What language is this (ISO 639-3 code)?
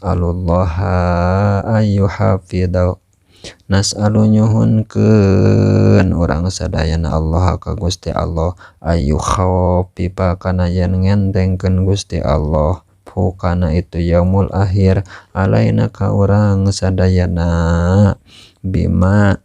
sun